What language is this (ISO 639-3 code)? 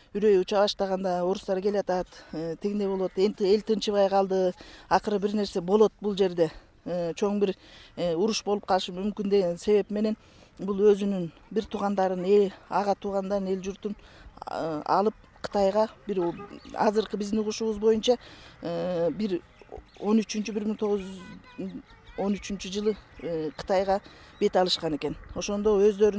kir